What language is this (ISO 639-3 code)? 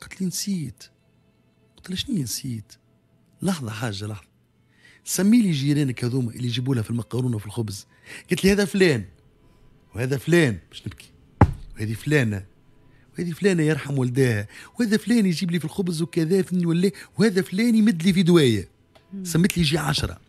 aeb